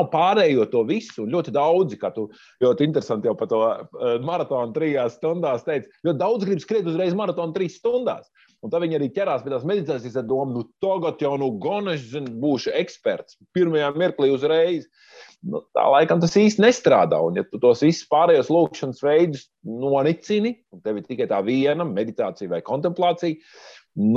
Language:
Latvian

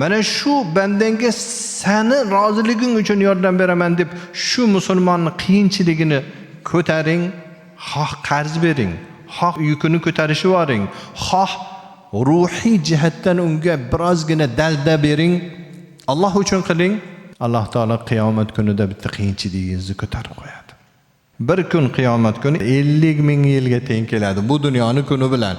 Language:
Uzbek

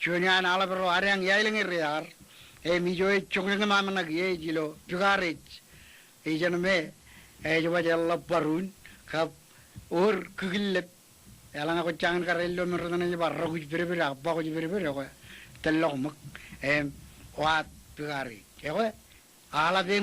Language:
Marshallese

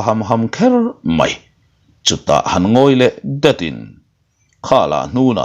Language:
Mizo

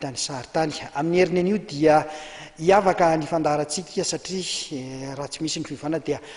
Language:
Malagasy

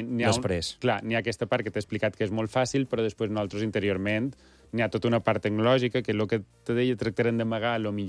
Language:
Catalan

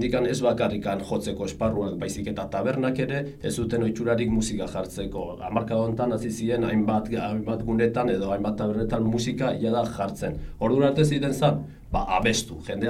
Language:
Basque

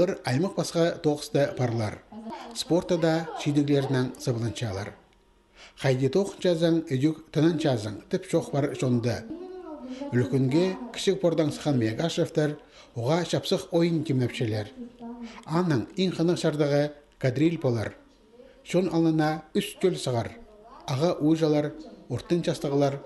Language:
Khakas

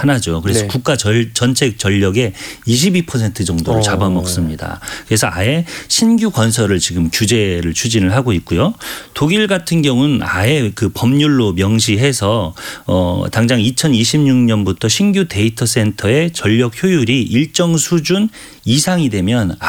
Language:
Korean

